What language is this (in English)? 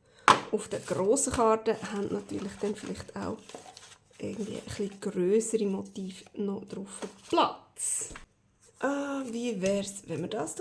Swiss German